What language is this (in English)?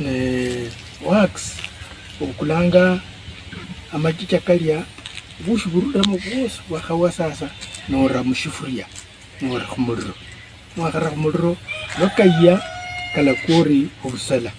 Luyia